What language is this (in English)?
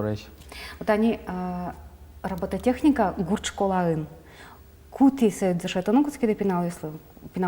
Udmurt